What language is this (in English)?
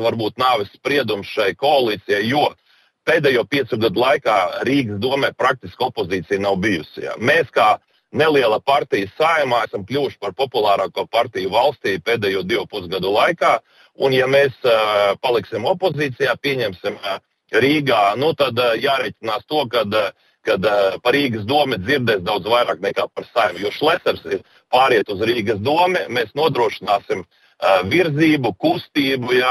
Latvian